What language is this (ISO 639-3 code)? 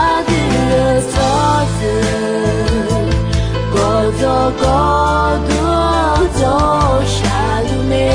ahk